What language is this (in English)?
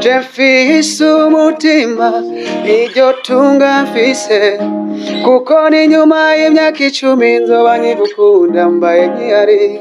Rundi